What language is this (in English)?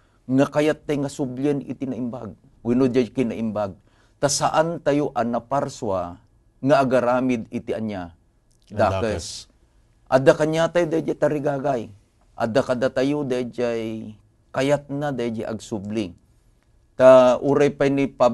Iloko